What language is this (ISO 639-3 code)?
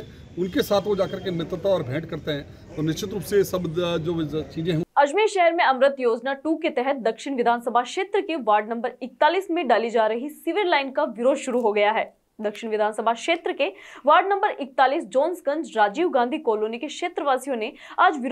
hin